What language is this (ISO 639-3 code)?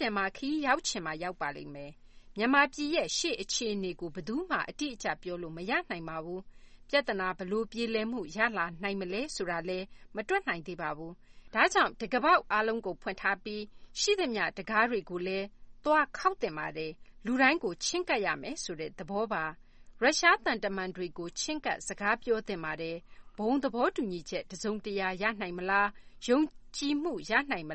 mya